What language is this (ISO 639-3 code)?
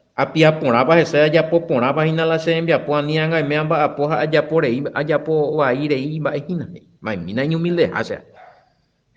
grn